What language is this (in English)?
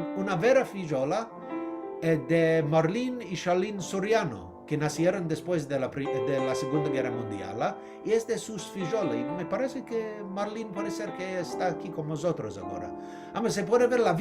Ladino